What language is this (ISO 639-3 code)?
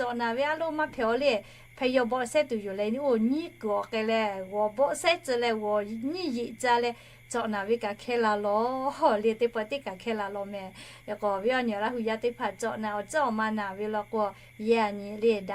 lhu